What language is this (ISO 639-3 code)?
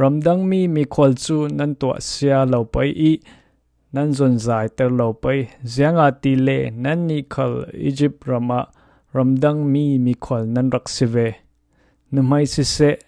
cfm